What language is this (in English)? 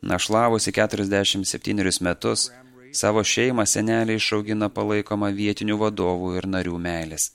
Lithuanian